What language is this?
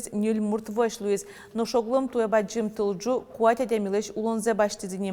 Udmurt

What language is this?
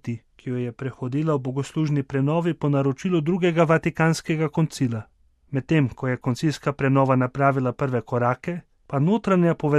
Slovenian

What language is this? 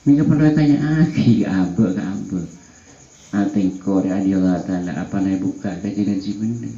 Madurese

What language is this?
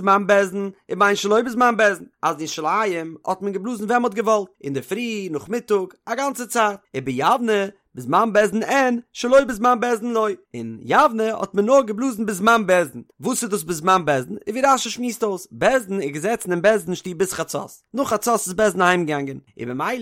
Yiddish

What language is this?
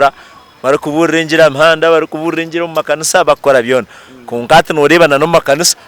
Nyankole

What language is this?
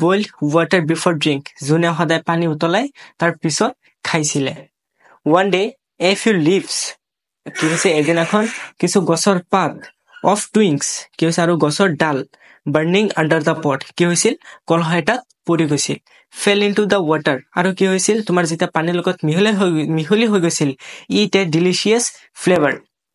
Assamese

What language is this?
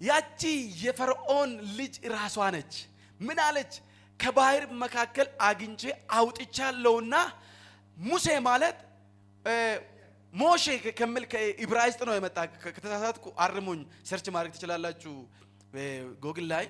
Amharic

